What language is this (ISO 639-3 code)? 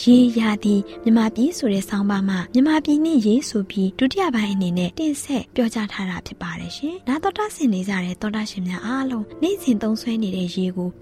mya